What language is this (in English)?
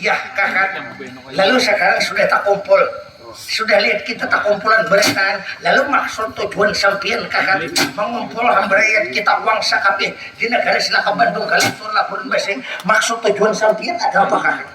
Banjar